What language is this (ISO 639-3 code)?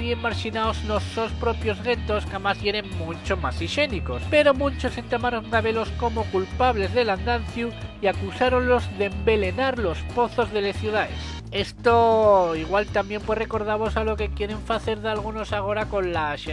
ast